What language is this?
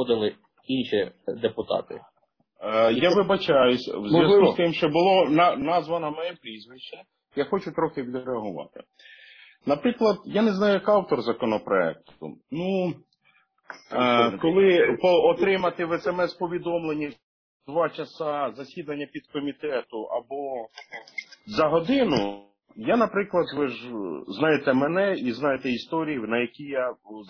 Ukrainian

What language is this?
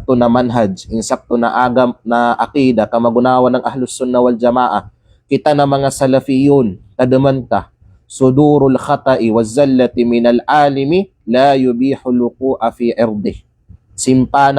Kalagan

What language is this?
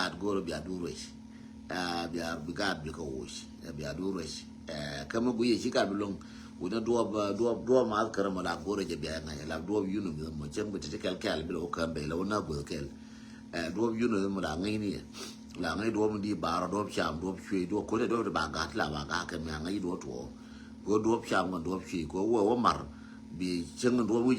Nuer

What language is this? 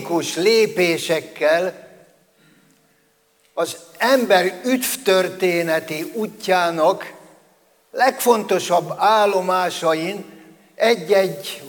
Hungarian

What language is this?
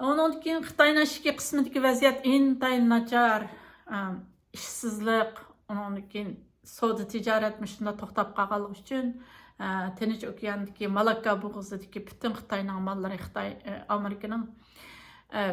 Uyghur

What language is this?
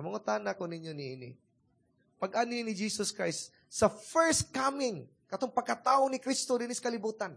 Cebuano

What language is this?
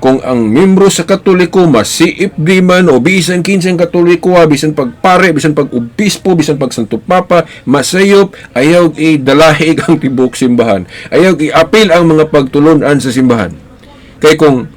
Cebuano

